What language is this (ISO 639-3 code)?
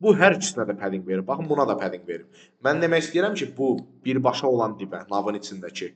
aze